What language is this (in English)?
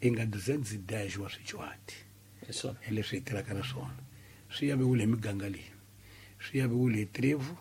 Tsonga